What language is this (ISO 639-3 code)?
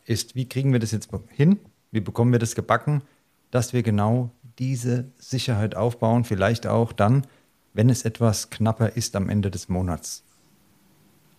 deu